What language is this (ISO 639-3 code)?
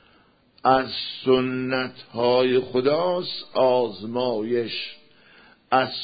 fas